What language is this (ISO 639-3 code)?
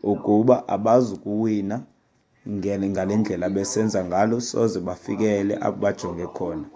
xho